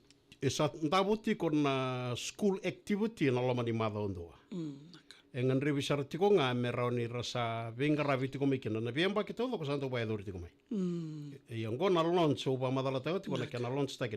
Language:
Fijian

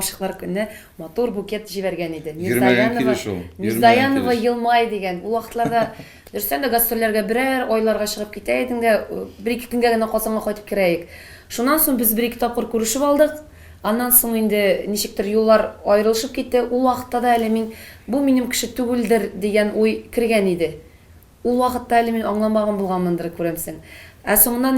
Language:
Tatar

